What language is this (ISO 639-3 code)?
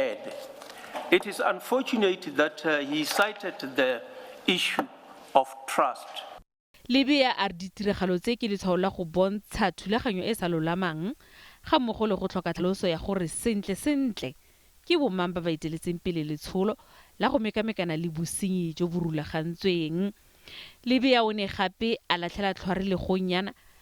tsn